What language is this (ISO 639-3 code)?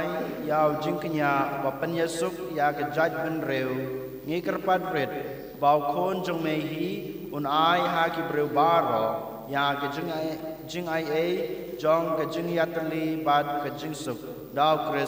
kha